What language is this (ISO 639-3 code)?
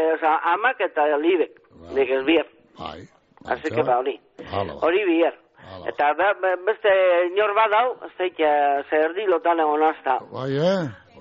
eus